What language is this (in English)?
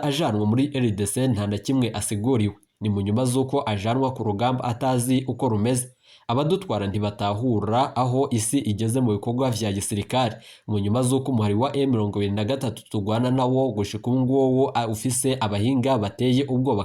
Rundi